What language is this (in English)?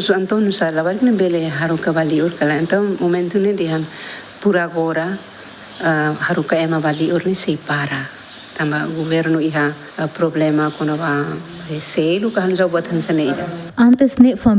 Tetum